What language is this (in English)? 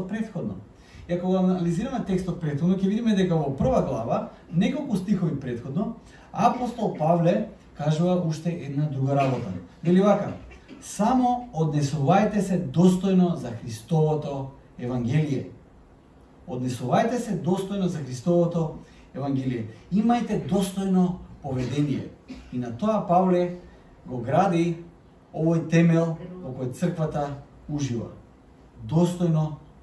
Macedonian